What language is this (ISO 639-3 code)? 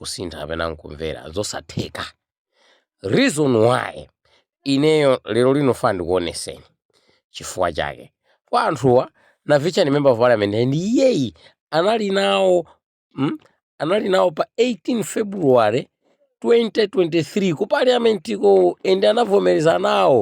nya